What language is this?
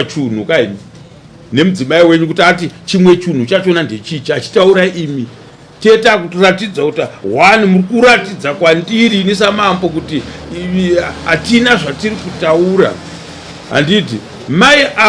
Shona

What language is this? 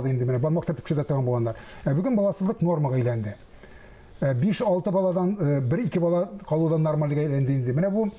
Tatar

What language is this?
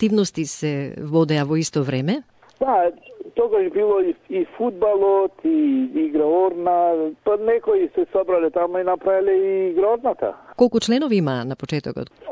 Macedonian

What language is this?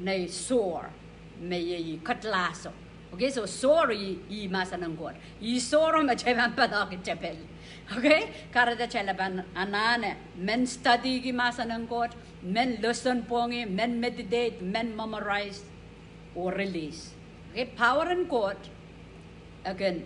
Pohnpeian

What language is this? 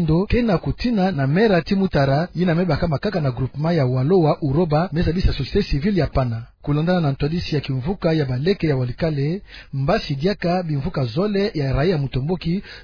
Kituba (Democratic Republic of Congo)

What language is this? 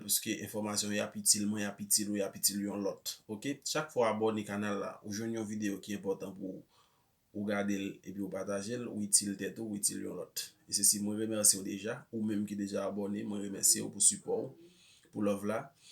Haitian Creole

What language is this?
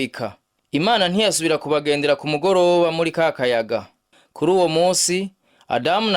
Rundi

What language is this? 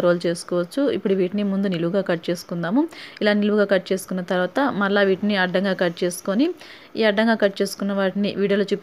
Telugu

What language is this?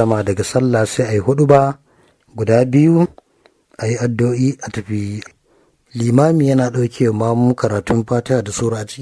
Hausa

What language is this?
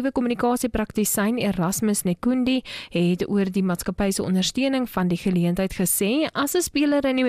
Afrikaans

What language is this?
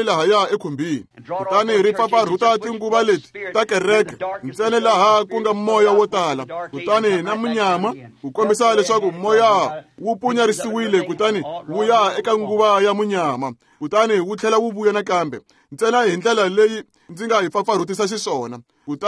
Tsonga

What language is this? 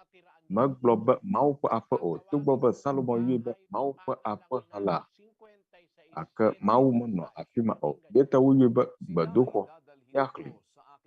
Ewe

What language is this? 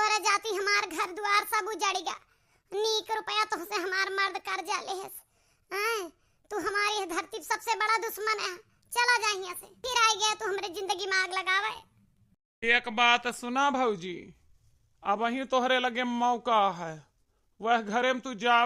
Awadhi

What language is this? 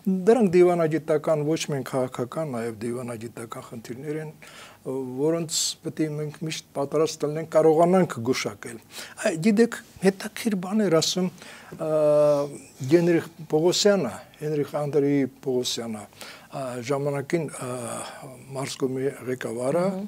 Armenian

